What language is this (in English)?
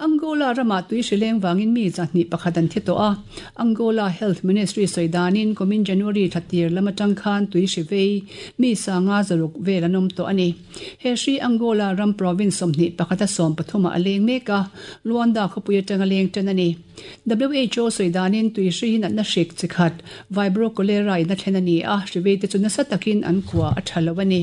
Mizo